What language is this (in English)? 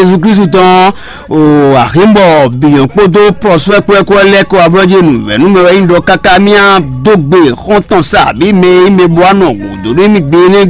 Fon